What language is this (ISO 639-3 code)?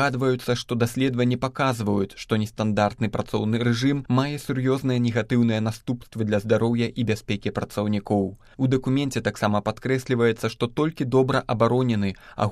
bel